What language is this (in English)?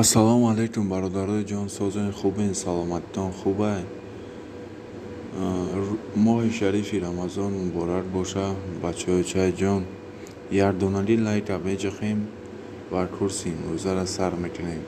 Tajik